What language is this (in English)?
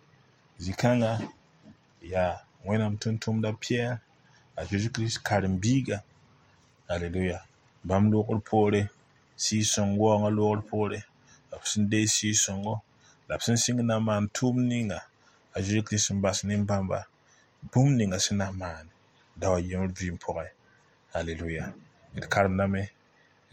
Mossi